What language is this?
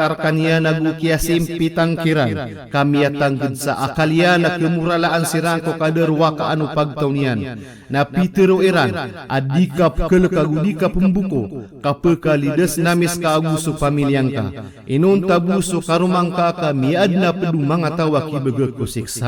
Maranao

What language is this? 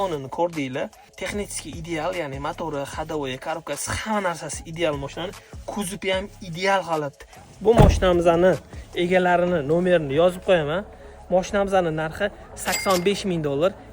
Uzbek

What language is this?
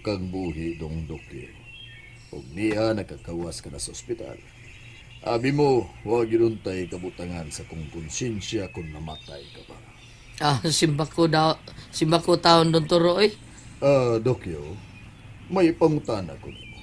Cebuano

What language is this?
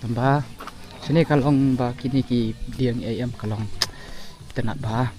Khasi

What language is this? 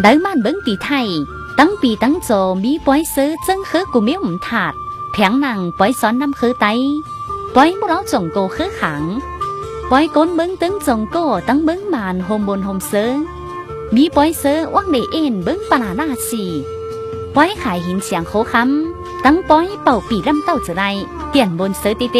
Tai Nüa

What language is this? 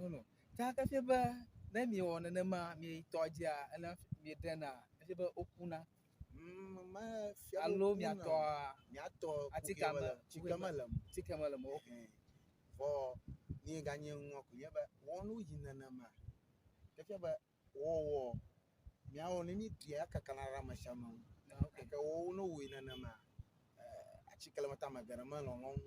Ewe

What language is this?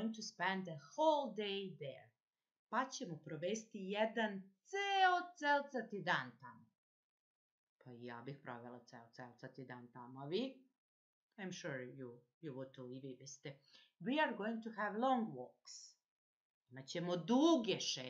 Serbian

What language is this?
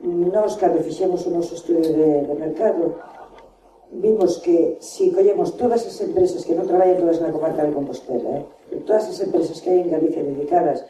Galician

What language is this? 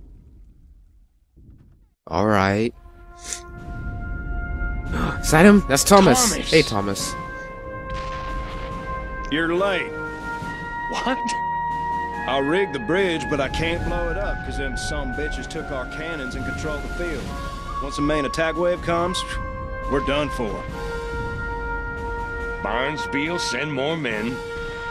English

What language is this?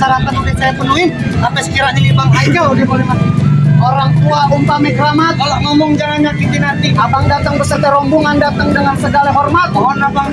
Betawi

